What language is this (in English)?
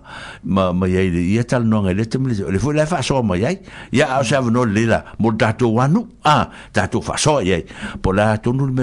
Samoan